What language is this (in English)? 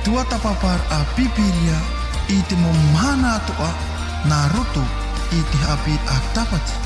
Tahitian